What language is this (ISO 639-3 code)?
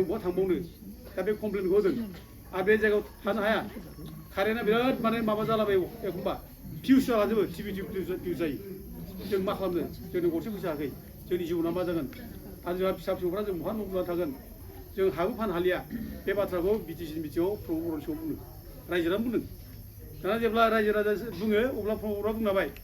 brx